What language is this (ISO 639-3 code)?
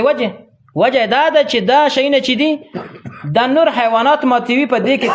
pus